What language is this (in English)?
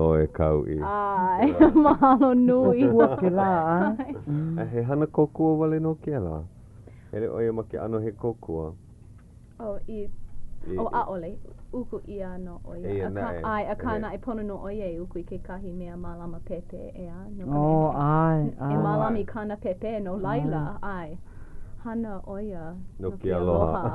Hawaiian